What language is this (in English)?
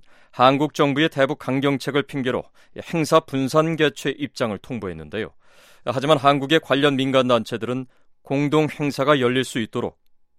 Korean